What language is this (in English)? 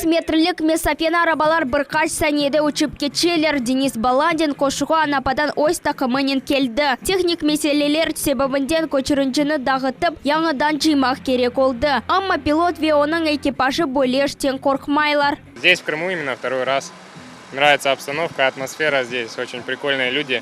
Crimean Tatar